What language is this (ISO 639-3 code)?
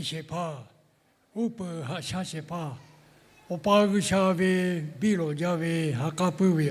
lhu